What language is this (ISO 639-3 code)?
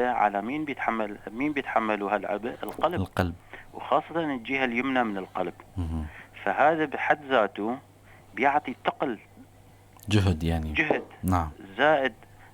apc